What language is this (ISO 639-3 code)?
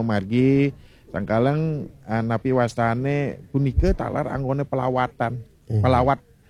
ban